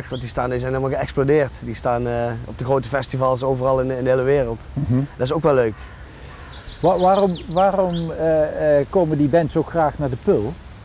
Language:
Dutch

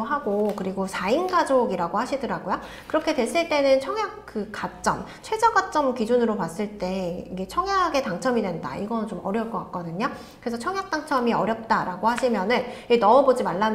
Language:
Korean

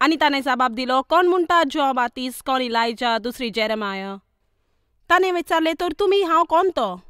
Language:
Konkani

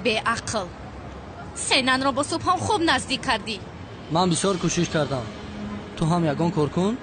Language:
Tajik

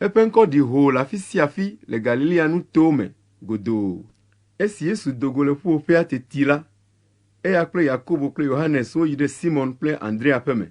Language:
Ewe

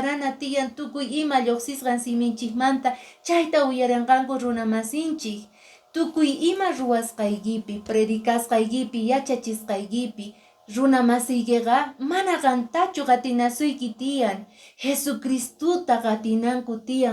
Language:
Quechua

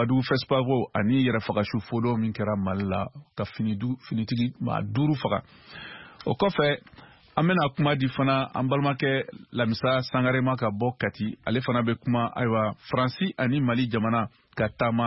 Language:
Bambara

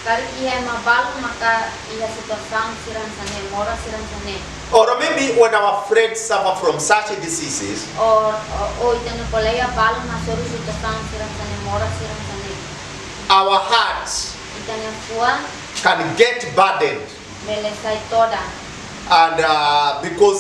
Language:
Tetum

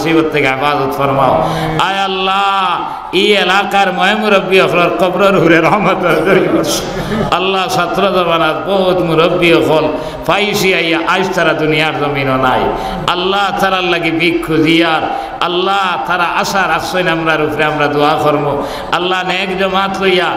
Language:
Sylheti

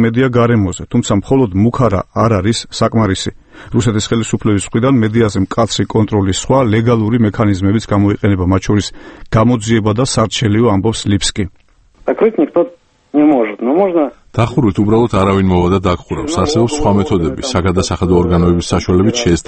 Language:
Georgian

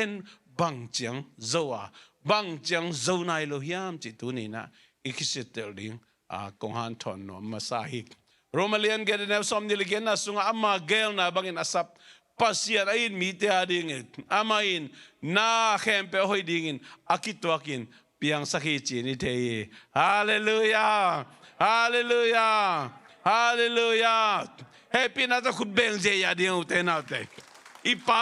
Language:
Tedim Chin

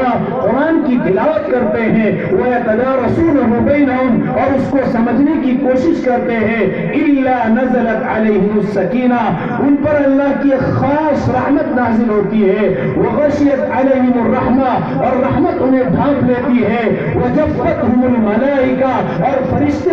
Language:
Urdu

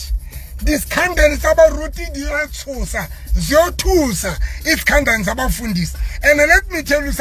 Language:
Southern Sotho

